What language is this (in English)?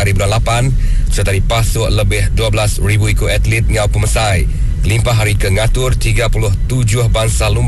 Iban